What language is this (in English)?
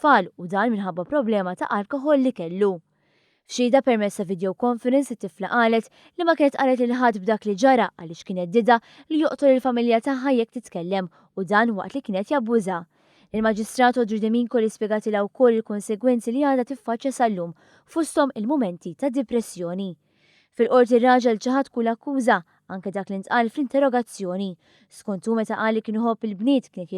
Maltese